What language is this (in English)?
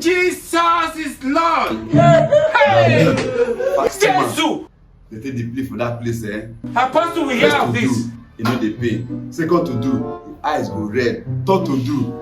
Nigerian Pidgin